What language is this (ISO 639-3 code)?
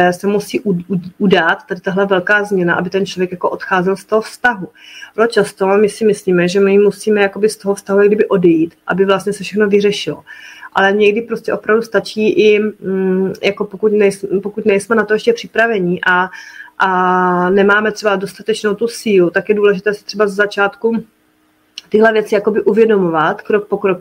ces